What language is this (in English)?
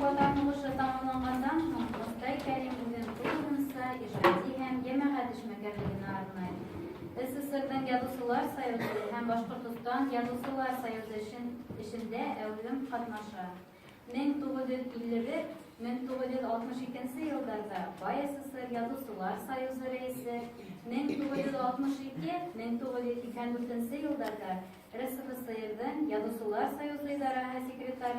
Bashkir